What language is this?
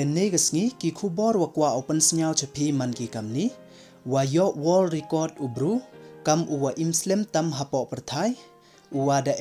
Pnar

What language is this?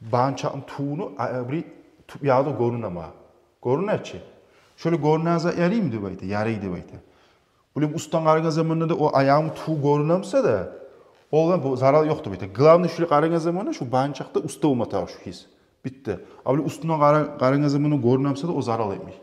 Kumyk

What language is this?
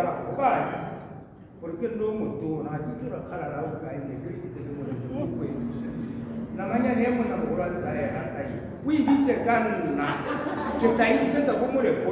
Tswana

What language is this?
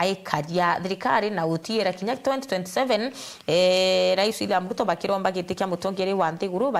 Meru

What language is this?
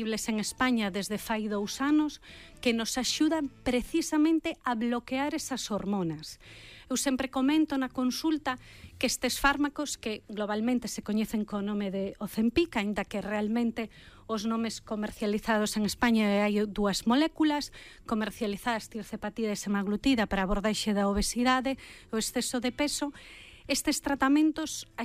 Galician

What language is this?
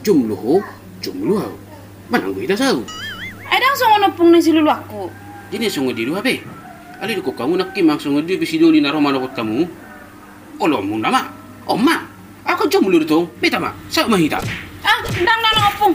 Batak Toba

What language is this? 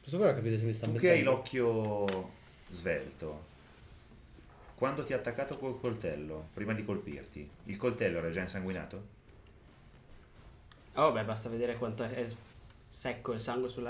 Italian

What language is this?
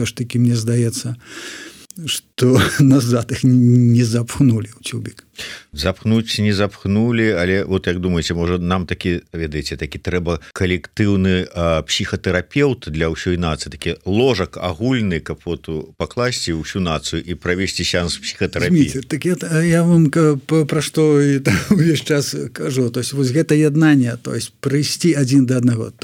Belarusian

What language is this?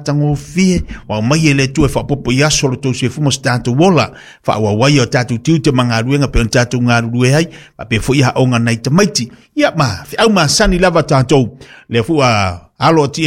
Samoan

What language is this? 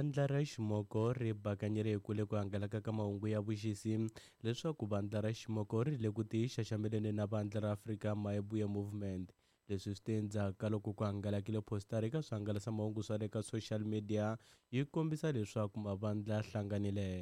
Tsonga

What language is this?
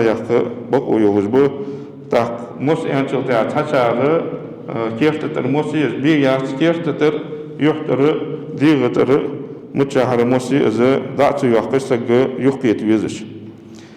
Ingush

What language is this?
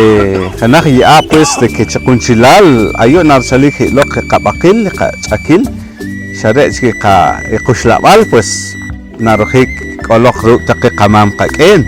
Poqomchi'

